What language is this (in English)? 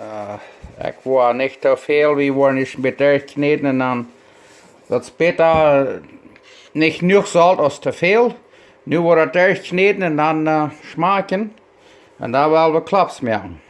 Plautdietsch